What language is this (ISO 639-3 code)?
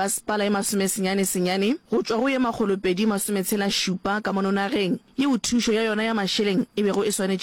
nso